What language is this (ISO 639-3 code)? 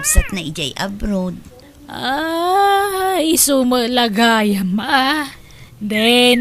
ilo